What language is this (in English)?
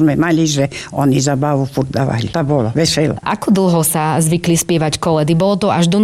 Slovak